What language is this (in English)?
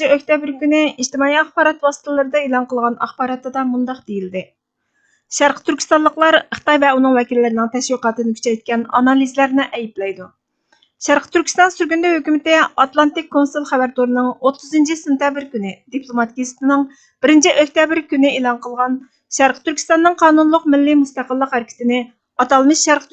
Uyghur